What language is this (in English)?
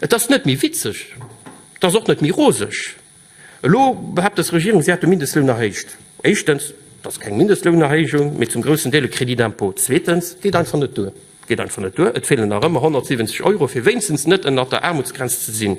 Luxembourgish